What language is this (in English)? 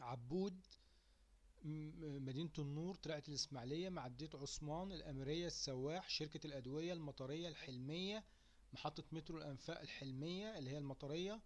Egyptian Arabic